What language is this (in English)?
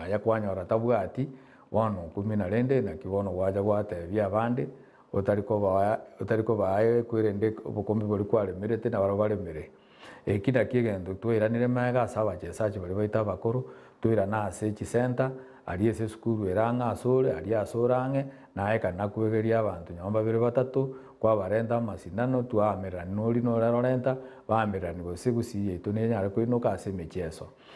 Gusii